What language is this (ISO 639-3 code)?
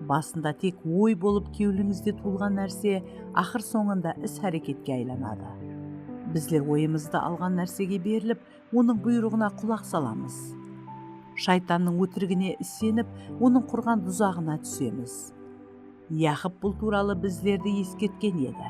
kaa